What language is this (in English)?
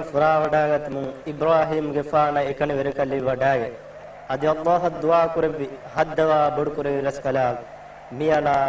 Divehi